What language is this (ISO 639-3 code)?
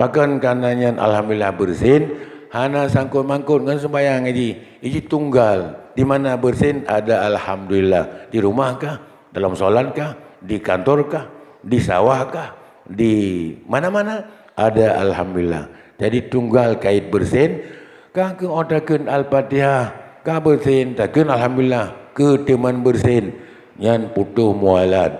ace